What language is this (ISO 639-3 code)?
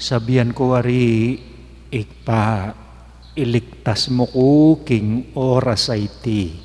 pam